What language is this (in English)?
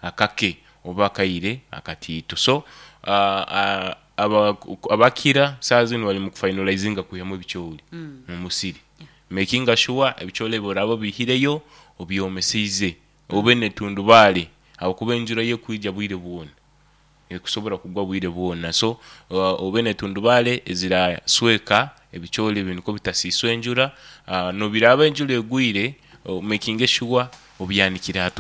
Nyoro